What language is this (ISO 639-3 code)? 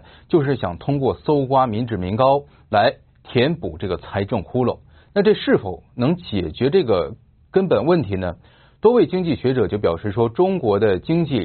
zho